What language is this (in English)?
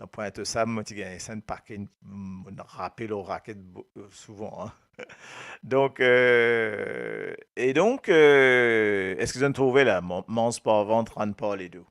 Morisyen